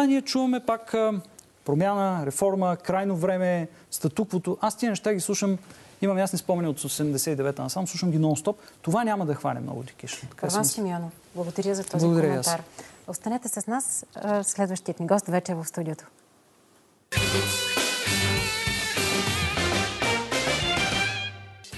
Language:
Bulgarian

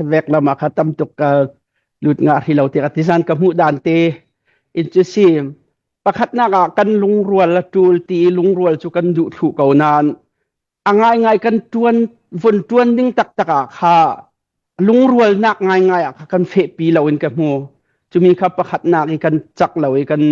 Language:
Hakha Chin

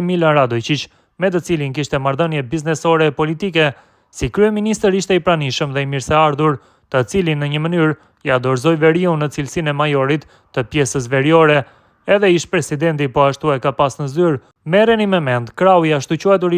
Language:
Albanian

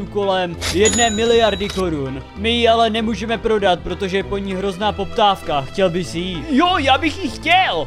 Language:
Czech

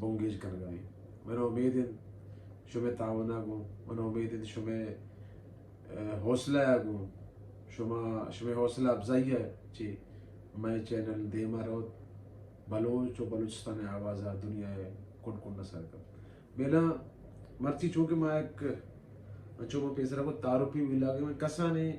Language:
Baluchi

